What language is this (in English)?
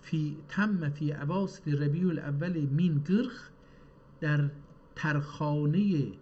South Azerbaijani